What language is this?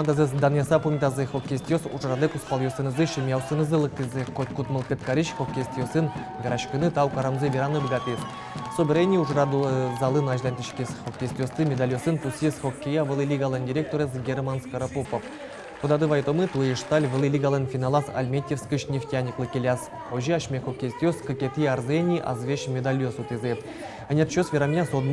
Udmurt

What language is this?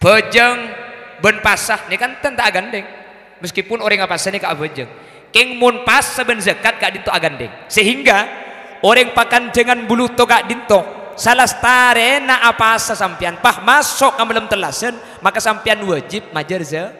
Madurese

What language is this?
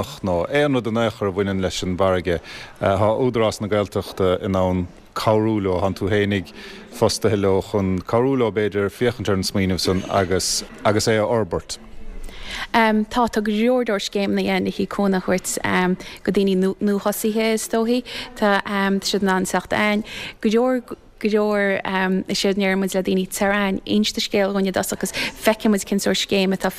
Irish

